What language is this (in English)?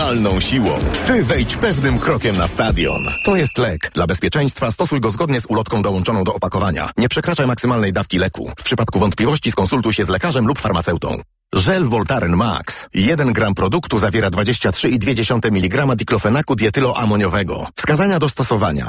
Polish